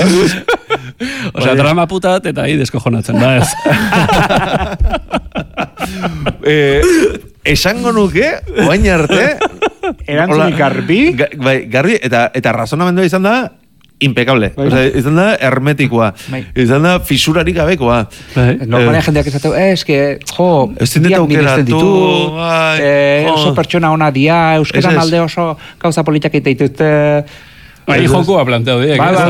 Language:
Basque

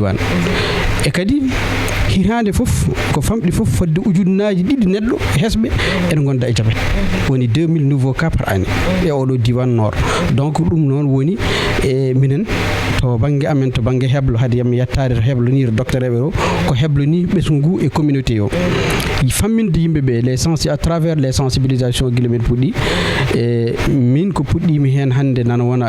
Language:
Fula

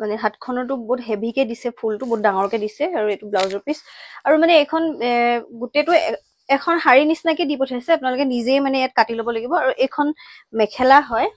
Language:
Assamese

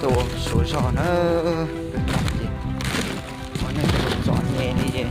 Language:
Hmong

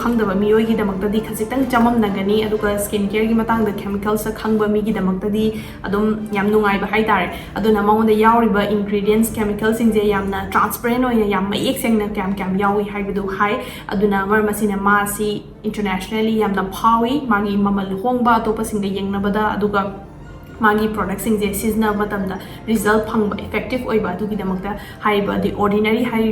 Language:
Manipuri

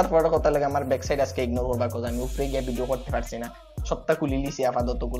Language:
Sylheti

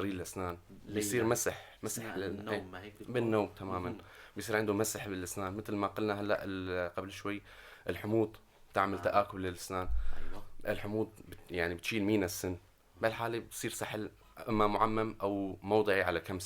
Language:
North Levantine Arabic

